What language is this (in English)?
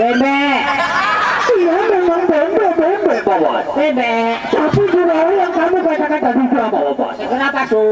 Sasak